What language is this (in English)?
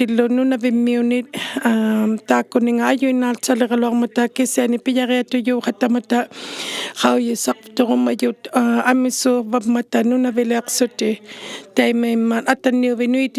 Inuktitut